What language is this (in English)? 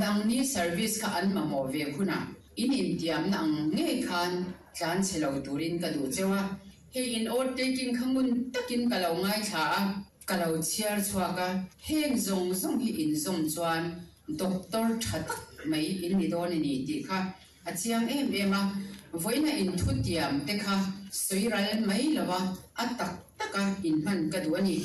Mizo